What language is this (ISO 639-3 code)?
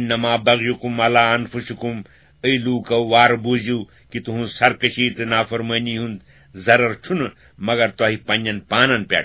kas